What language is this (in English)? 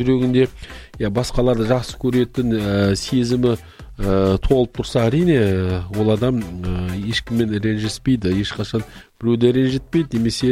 Kazakh